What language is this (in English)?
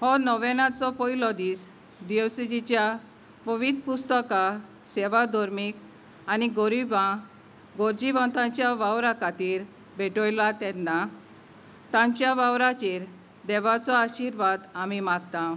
Konkani